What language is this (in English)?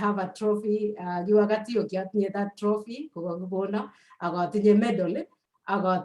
Kalenjin